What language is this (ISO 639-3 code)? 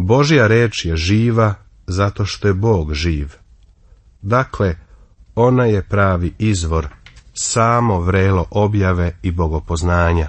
srp